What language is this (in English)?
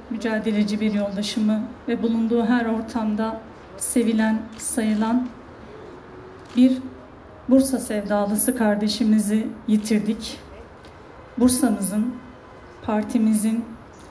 Turkish